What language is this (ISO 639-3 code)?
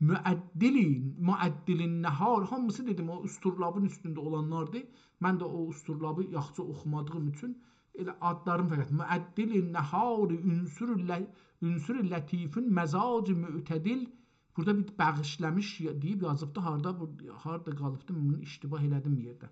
azb